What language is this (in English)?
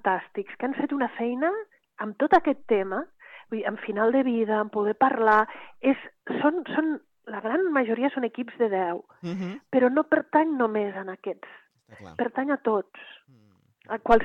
Catalan